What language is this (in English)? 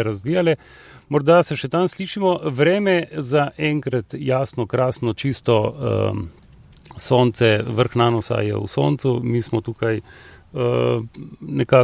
Slovenian